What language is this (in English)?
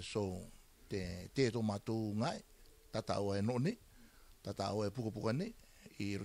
Rarotongan